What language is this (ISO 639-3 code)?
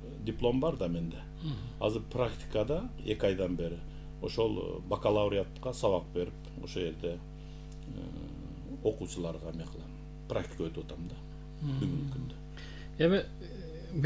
kir